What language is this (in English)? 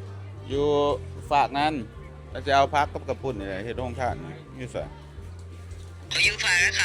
Lao